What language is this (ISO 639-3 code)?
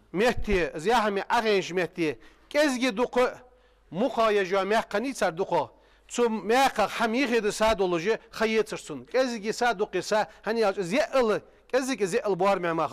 inh